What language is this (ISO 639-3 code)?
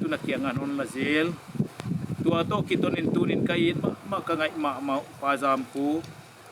pck